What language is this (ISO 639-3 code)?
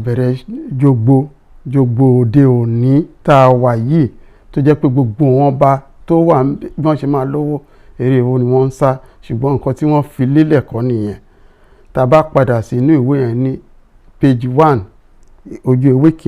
yor